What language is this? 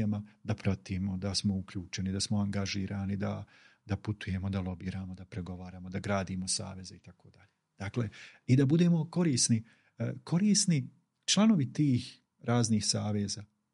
Bosnian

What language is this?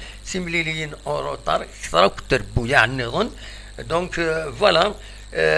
Kabyle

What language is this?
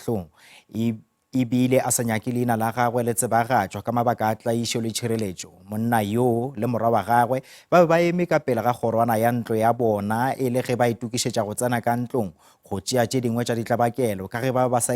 Northern Sotho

